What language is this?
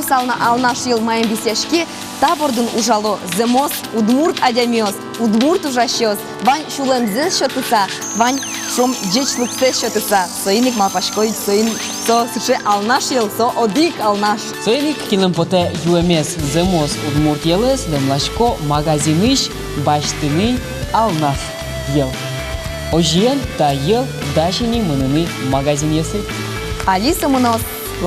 Udmurt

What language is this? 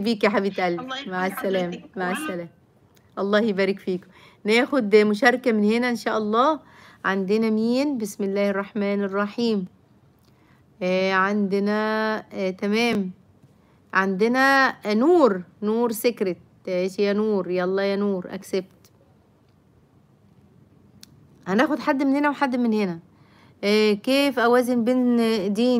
Egyptian Arabic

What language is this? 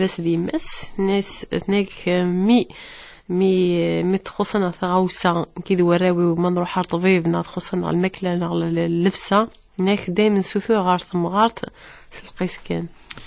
Kabyle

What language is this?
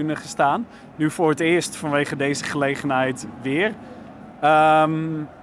Dutch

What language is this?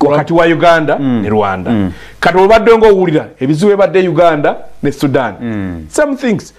Ganda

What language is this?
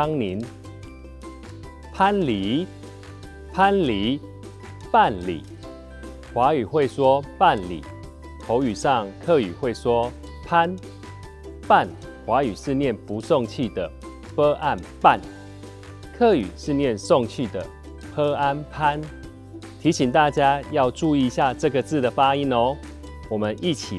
Hakka Chinese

